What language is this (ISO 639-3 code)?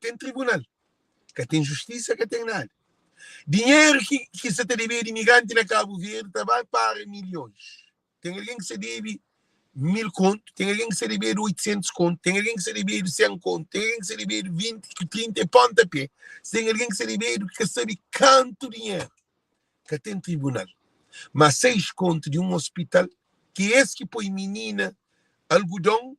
kea